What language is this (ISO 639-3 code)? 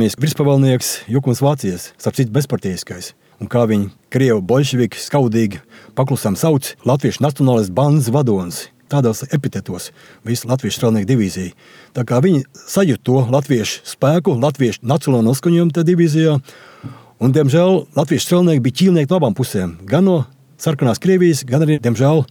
lav